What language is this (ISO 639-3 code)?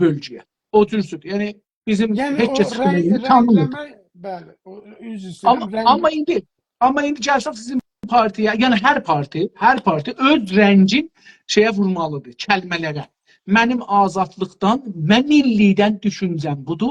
azb